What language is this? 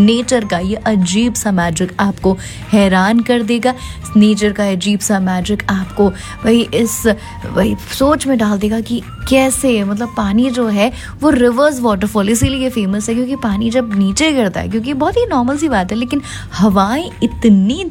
Hindi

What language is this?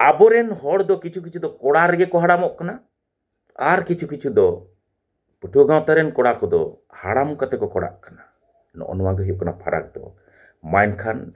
Santali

